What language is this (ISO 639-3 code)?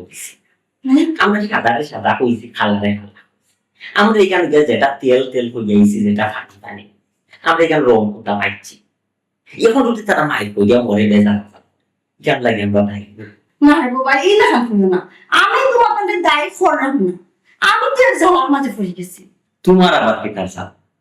syl